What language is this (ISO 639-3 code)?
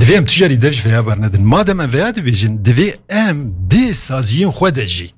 kur